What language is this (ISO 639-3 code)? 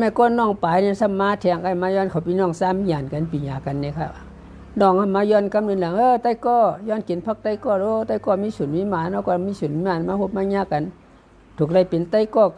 shn